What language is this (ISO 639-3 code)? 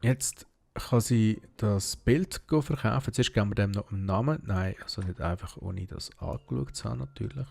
gsw